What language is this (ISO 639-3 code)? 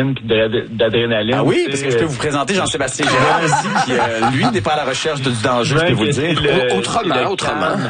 fra